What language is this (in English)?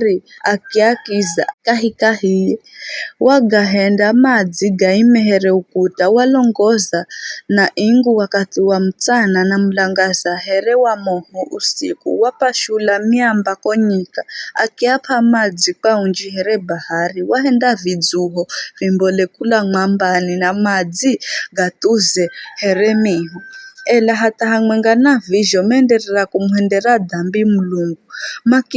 Giryama